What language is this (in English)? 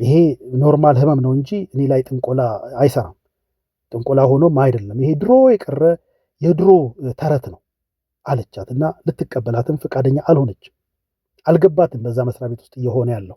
Amharic